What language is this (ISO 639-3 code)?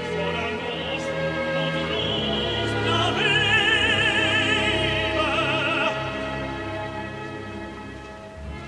deu